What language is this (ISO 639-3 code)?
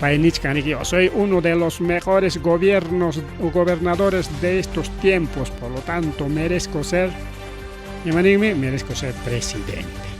quy